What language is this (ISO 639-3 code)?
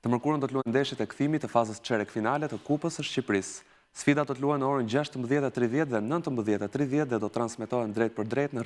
sqi